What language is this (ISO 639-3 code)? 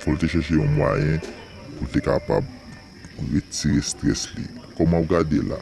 hat